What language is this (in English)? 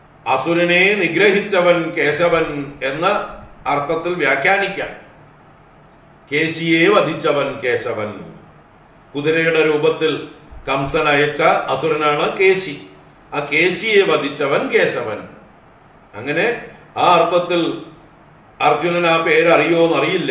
Malayalam